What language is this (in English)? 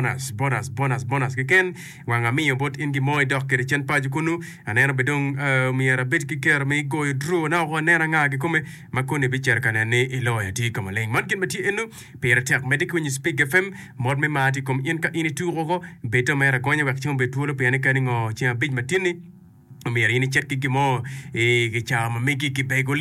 Acoli